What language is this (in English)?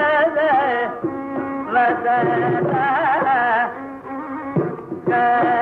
Tamil